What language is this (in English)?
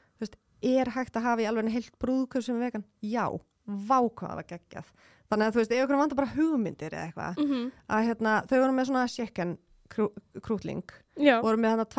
Icelandic